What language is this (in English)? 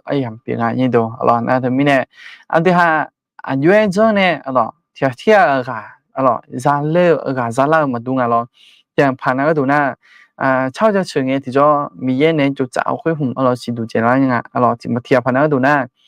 Akha